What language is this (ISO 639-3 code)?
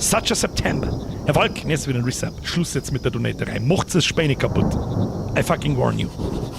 bar